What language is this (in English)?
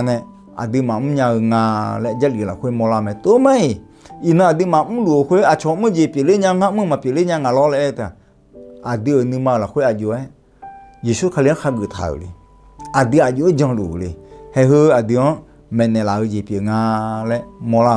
Akha